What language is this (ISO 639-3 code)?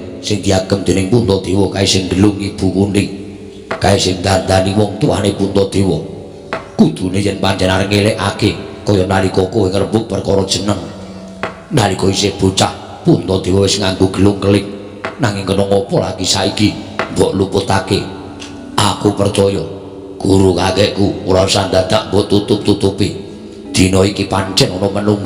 jav